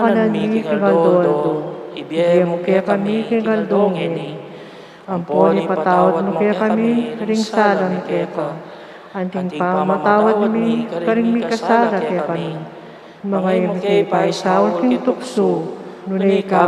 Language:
Pampanga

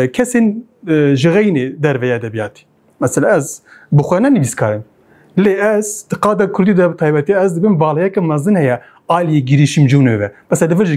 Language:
Kurdish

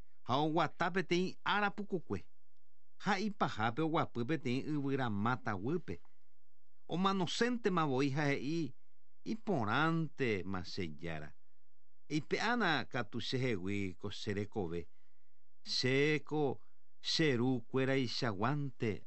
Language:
Guarani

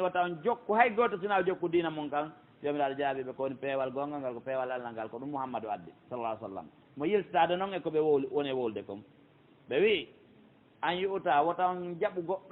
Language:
Pular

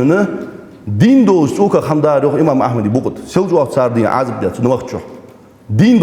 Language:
Ingush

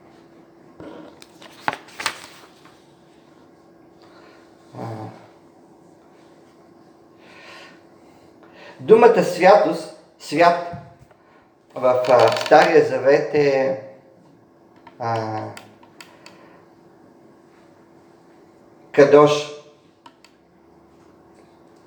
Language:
Bulgarian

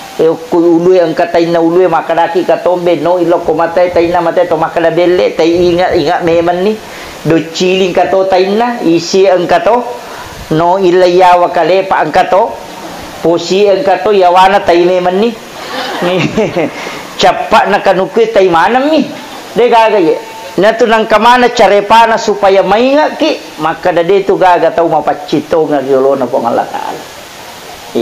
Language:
Buginese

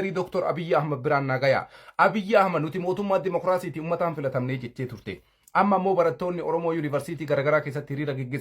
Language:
Oromo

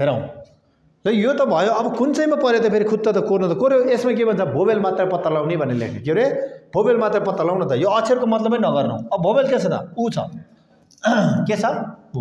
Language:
Nepali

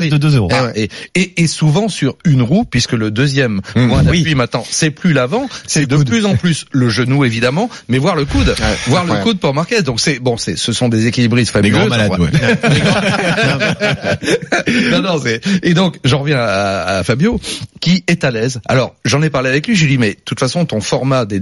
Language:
French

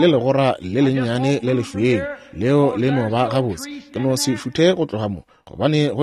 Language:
Northern Sotho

